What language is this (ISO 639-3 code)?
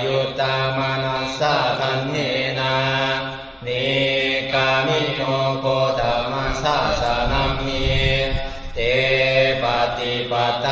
pli